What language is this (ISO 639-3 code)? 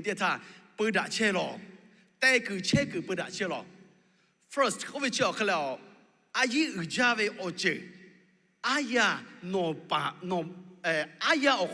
lhu